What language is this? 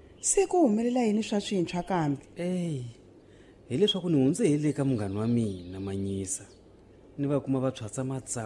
Tsonga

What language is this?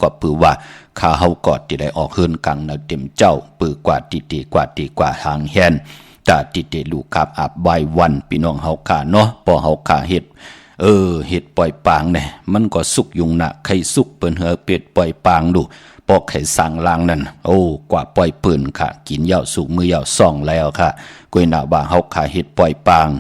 Shan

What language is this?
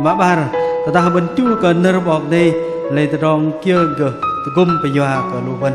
Bahnar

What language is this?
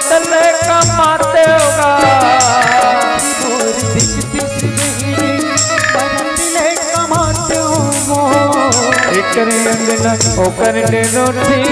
Chhattisgarhi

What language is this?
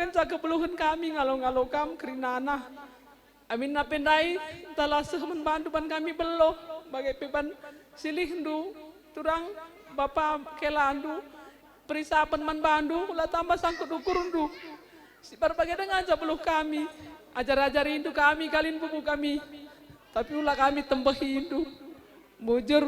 Batak Karo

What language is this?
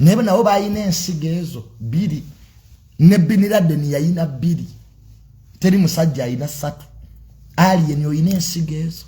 Ganda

